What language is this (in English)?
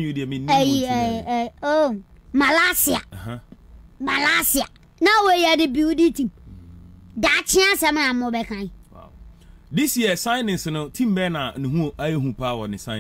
Akan